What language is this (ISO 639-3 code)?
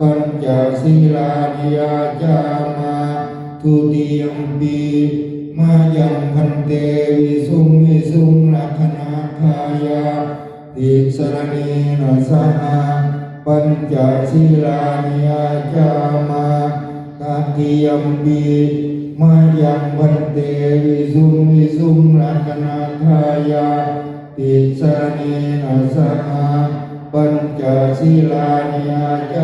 pli